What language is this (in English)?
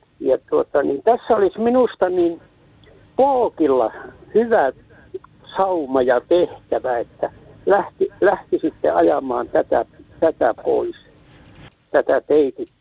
Finnish